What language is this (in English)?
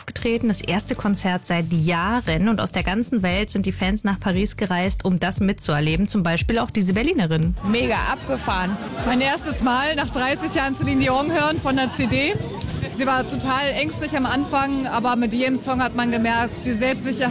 German